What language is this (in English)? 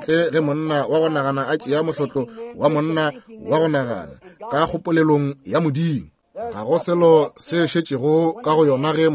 Northern Sotho